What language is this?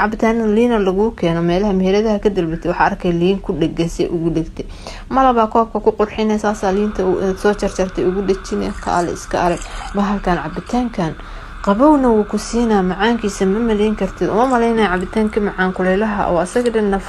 Somali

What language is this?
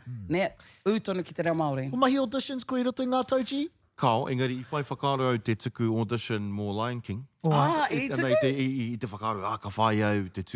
Māori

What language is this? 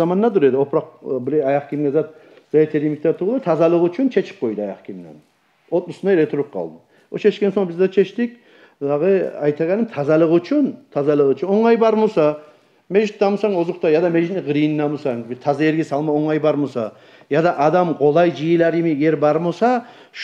Kumyk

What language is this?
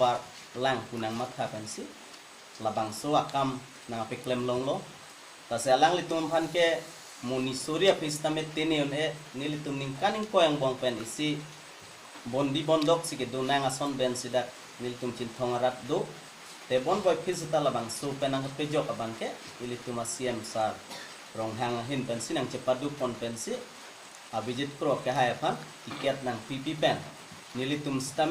Karbi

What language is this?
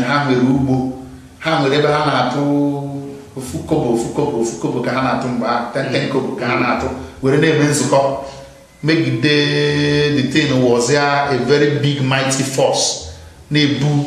Igbo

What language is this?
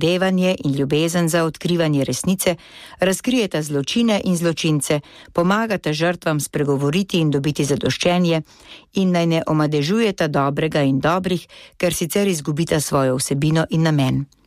Slovenian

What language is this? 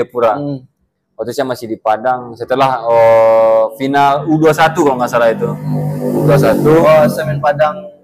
Indonesian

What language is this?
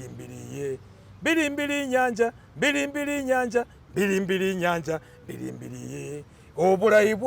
Masaaba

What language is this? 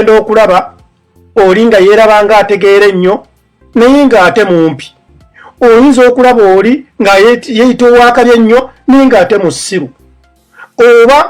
Ganda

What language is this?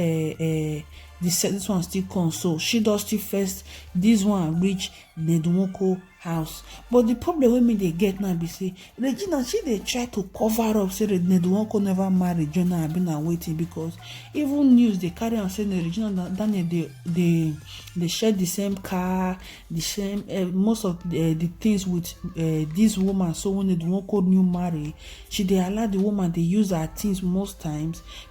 Nigerian Pidgin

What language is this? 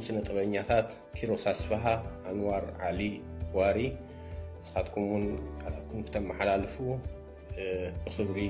Tigrinya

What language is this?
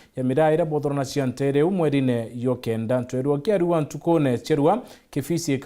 Meru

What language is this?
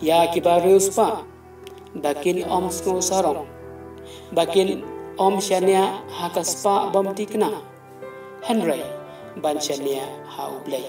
Khasi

